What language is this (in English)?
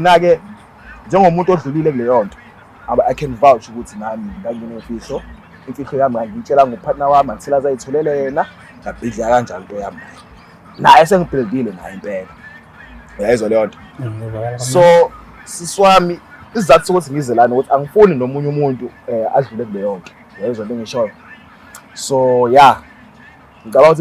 Zulu